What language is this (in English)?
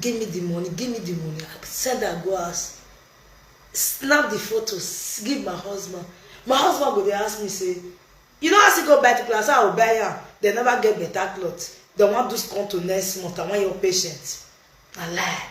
Nigerian Pidgin